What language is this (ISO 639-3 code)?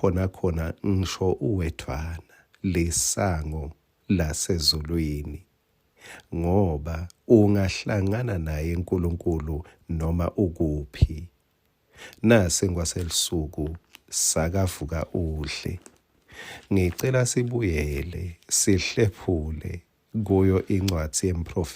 ssw